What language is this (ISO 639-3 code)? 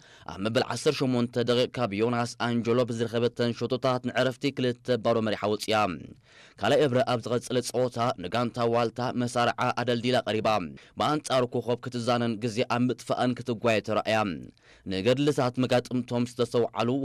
tir